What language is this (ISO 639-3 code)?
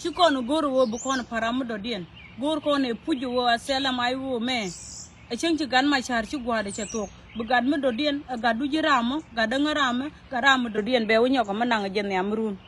nus